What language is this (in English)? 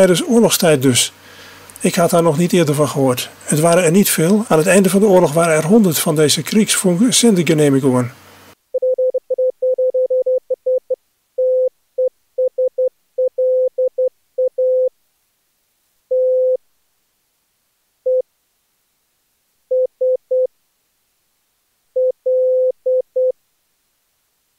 Dutch